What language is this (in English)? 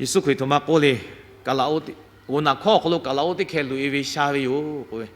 Lahu